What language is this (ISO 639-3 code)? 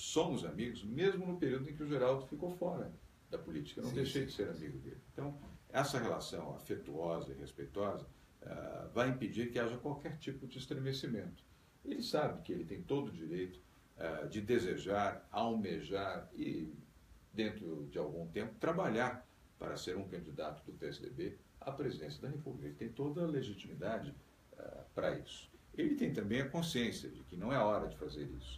por